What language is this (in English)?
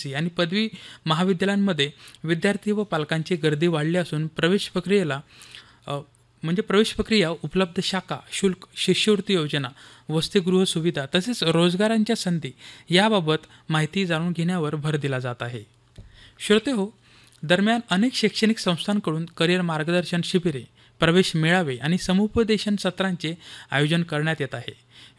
Marathi